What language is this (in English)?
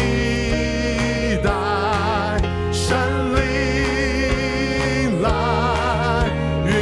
Chinese